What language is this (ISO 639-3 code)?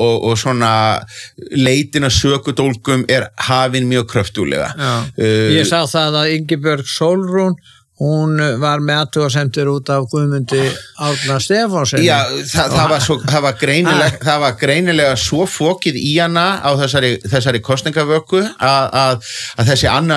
isl